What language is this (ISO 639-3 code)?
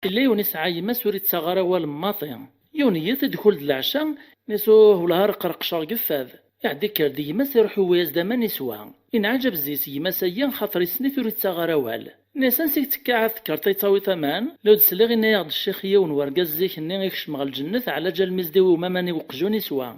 kab